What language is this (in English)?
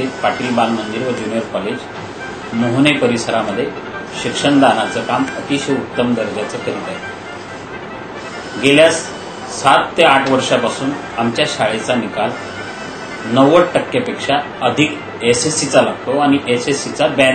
Marathi